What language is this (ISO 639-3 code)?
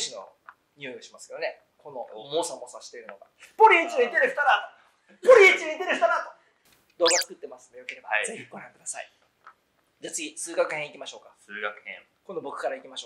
jpn